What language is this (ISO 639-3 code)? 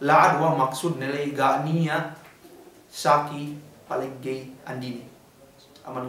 yka